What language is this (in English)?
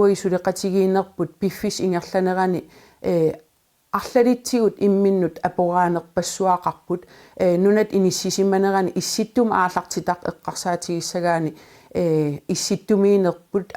Kalaallisut